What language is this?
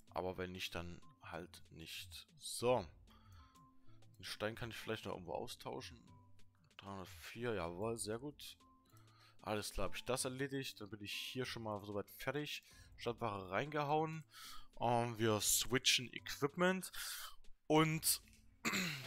German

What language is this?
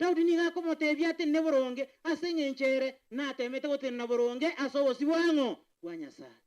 Gusii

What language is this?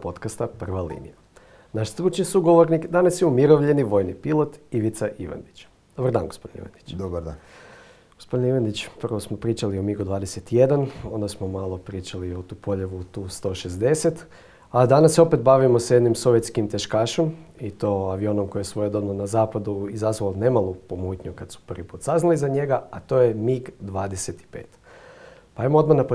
Croatian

